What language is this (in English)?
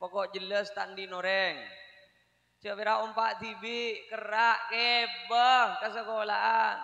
Madurese